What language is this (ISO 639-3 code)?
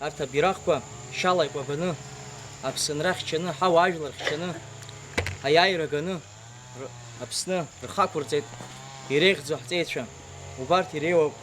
abk